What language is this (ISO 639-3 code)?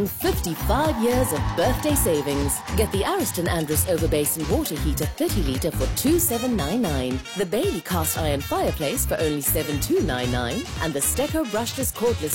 eng